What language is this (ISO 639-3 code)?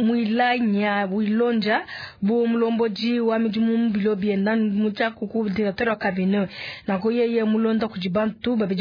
lua